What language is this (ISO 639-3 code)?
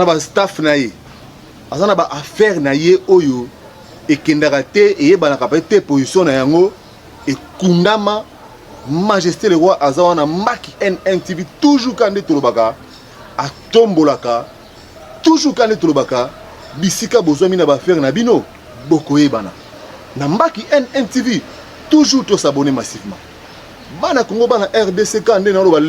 lin